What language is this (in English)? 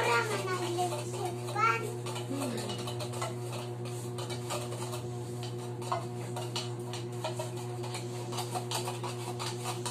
Filipino